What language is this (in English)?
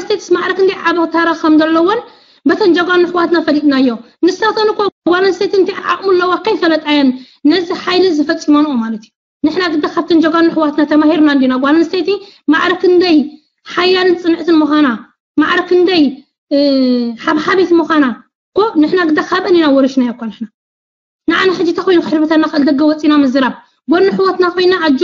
Tigrinya